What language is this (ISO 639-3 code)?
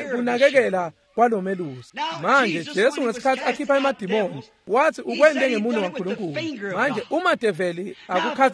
ssw